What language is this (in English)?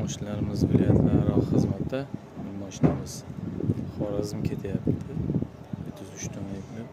Uzbek